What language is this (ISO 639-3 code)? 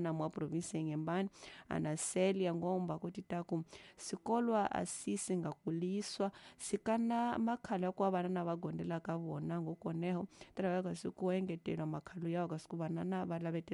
tso